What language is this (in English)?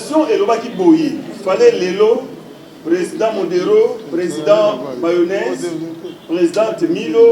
Lingala